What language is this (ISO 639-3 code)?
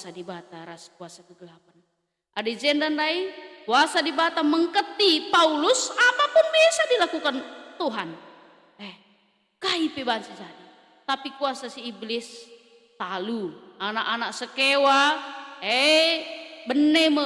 btx